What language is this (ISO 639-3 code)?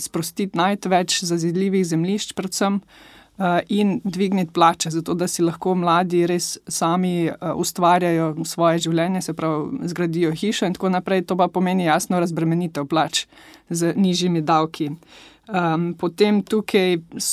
slv